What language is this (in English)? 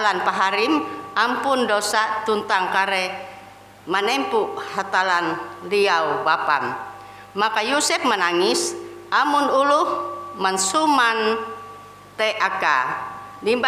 Ngaju